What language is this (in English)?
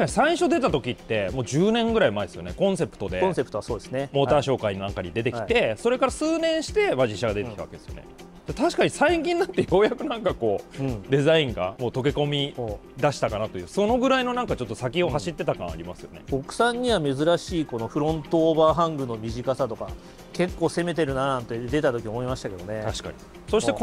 Japanese